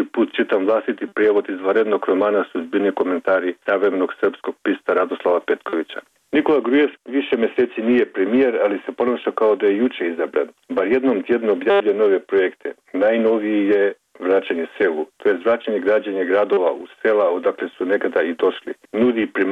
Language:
Bosnian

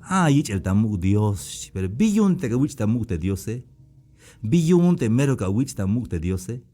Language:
Tzeltal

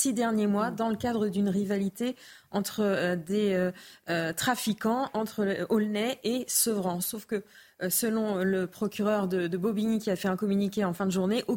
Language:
French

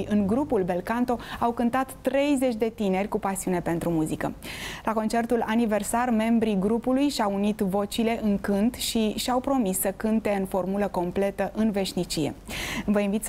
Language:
Romanian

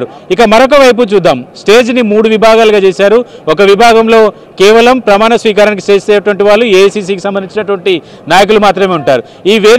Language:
Telugu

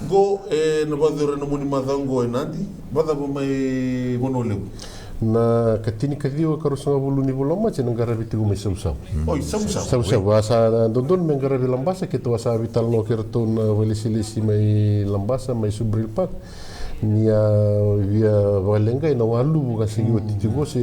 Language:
Fijian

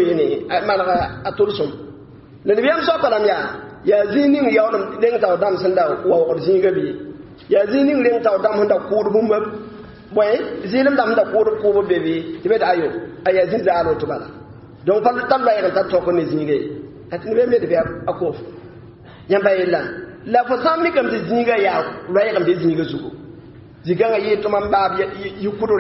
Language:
Mossi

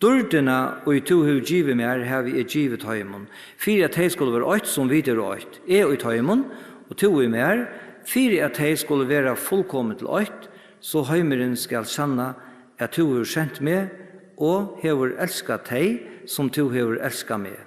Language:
Faroese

